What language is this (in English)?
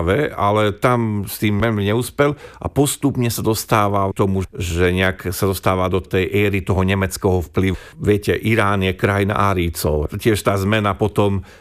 Slovak